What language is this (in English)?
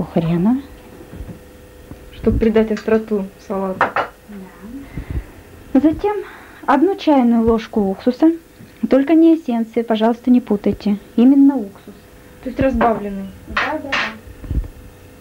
Russian